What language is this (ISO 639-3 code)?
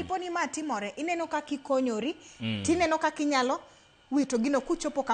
luo